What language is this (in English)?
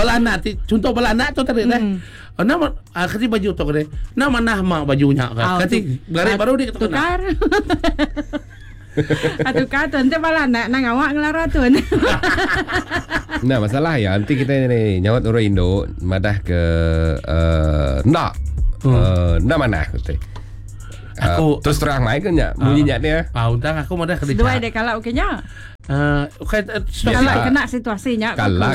Iban